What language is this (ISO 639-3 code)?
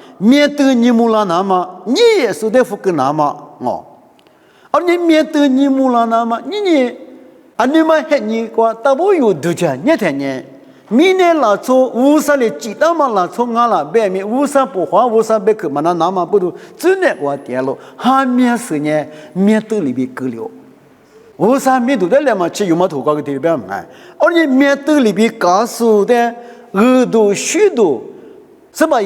lis